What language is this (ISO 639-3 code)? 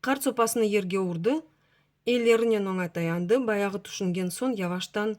crh